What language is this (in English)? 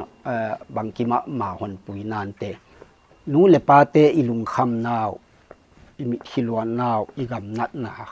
Paite Chin